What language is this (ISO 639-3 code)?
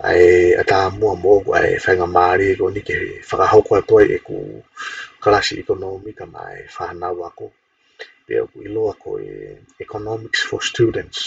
ton